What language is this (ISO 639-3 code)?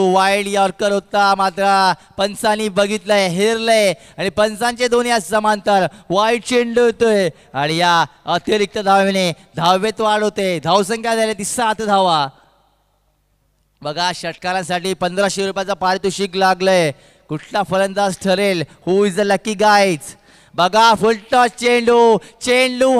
mar